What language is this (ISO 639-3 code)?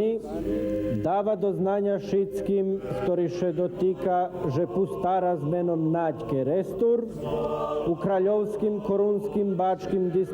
rue